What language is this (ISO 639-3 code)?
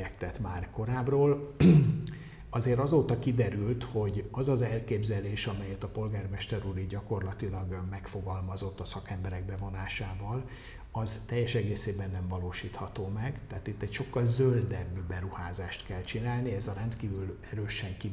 hun